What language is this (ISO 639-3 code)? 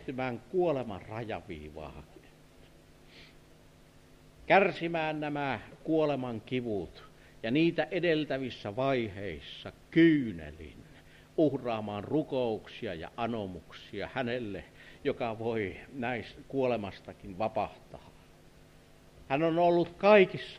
fin